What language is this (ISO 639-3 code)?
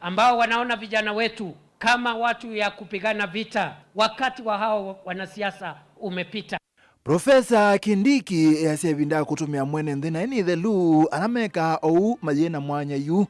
kam